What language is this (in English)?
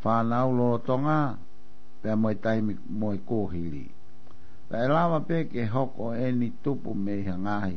Tongan